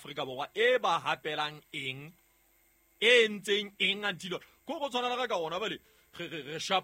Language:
Southern Sotho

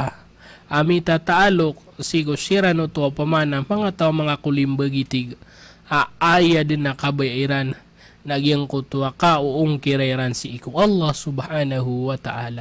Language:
Maranao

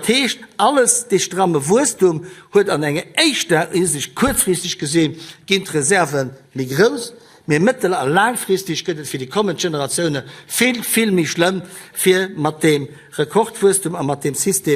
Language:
Luxembourgish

